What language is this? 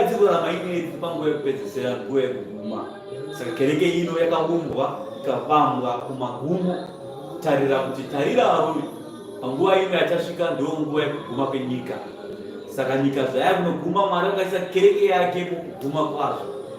Shona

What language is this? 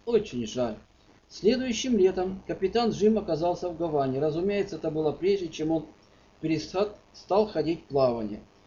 Russian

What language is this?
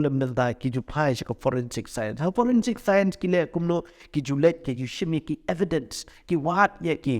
Khasi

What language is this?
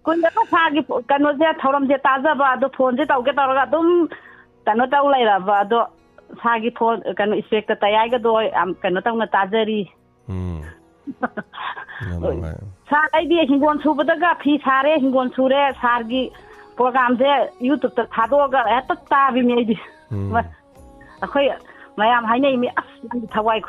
Manipuri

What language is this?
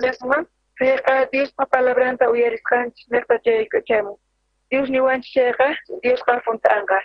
South Bolivian Quechua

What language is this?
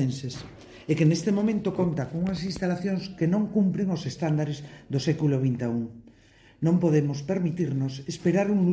Galician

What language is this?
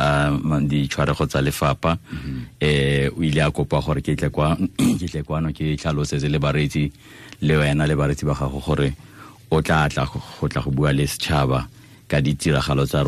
Tswana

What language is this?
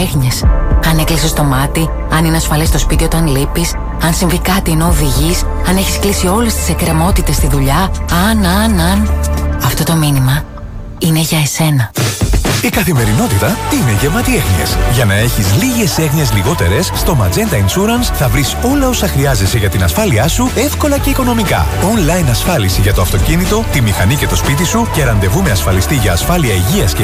Greek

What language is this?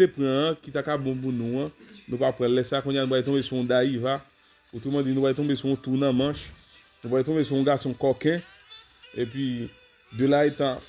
Haitian Creole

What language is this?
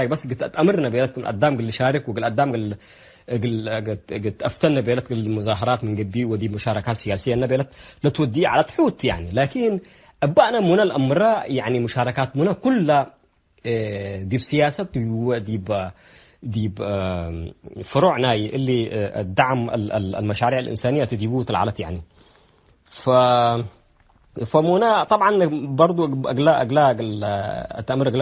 Tigre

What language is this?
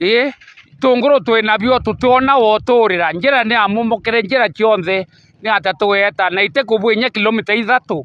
Meru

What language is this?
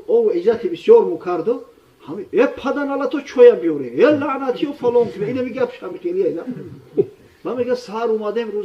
Tajik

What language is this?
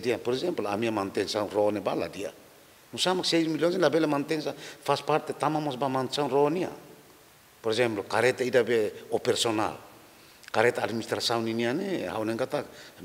Tetum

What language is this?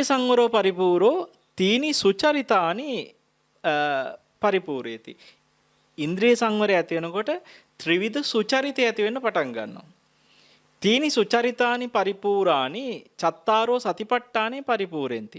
Sinhala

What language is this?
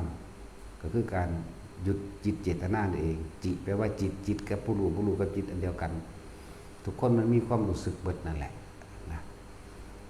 Northeastern Thai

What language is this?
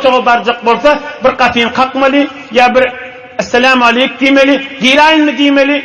Turkmen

